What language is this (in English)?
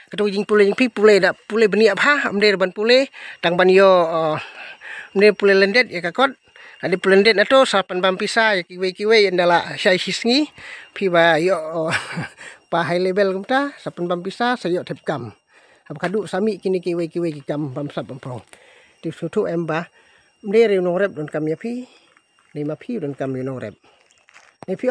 Khasi